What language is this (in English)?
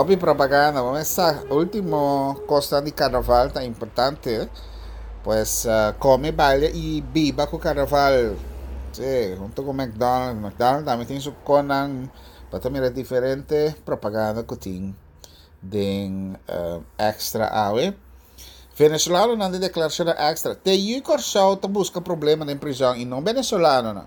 Papiamento